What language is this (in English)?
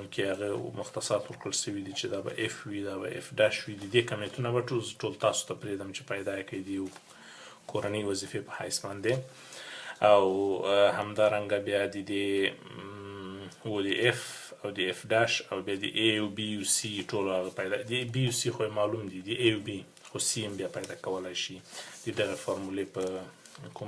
Pashto